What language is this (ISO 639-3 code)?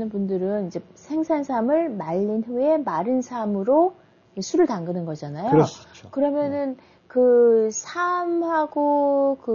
kor